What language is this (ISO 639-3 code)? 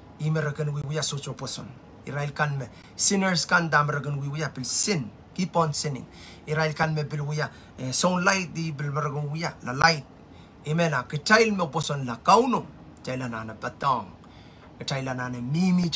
pon